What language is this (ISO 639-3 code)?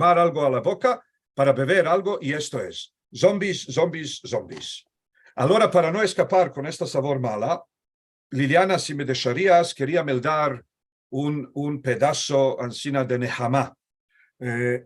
lad